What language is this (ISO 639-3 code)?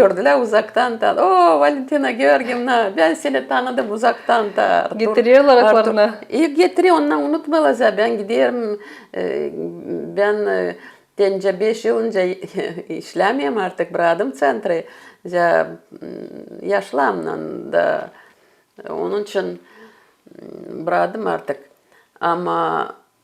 gag